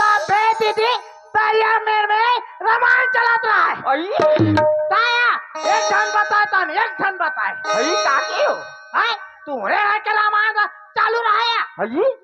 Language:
Chhattisgarhi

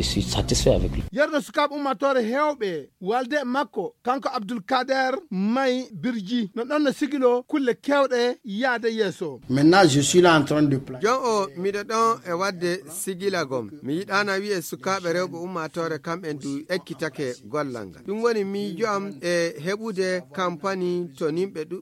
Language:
Fula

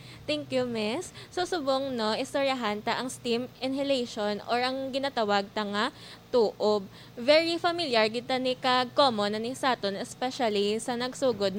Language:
Hiligaynon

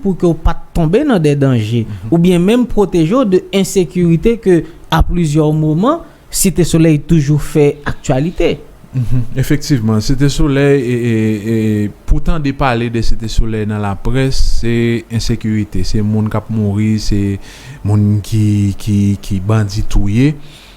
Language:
Haitian Creole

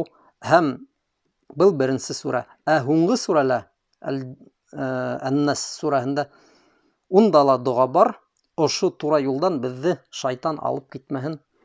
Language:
Bashkir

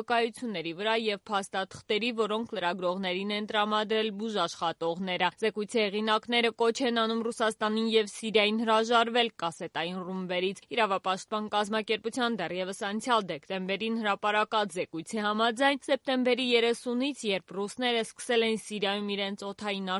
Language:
Armenian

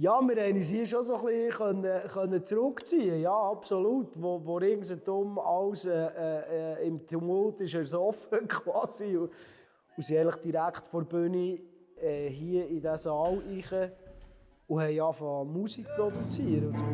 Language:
Swiss German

